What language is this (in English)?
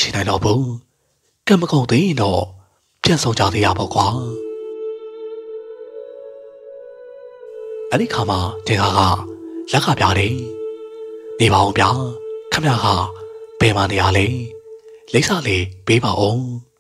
Burmese